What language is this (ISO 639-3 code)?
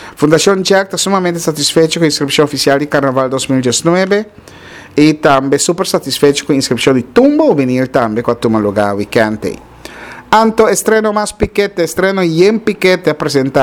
pap